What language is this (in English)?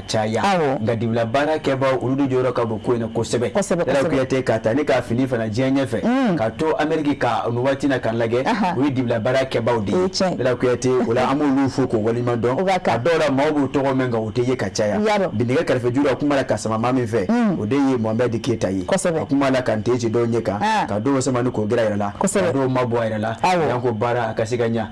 Bambara